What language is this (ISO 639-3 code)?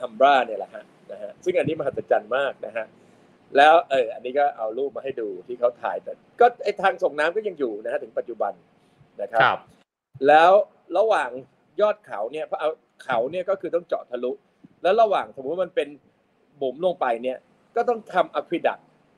tha